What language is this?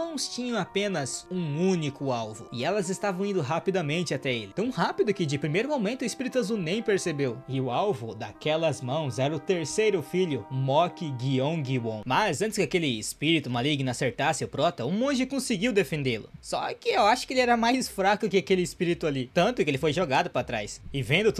Portuguese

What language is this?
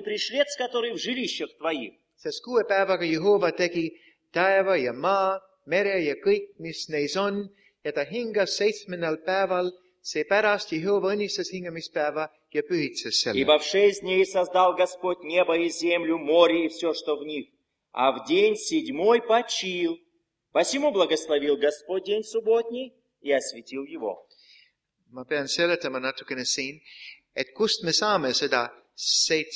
Estonian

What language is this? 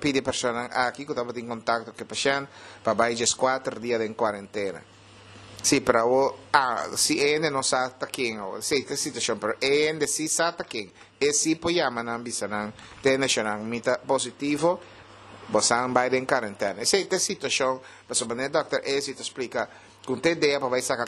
Papiamento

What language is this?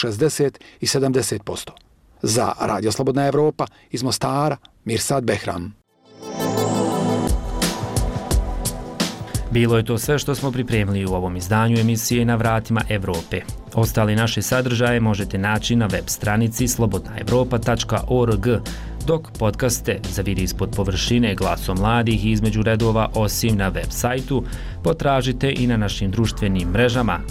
Bosnian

